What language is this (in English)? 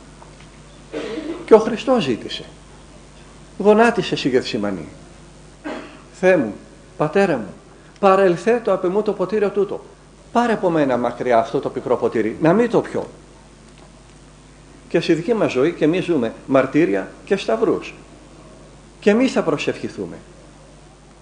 Greek